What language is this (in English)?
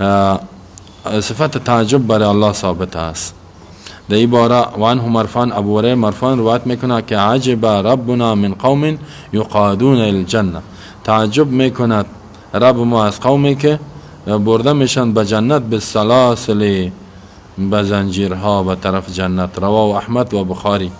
Persian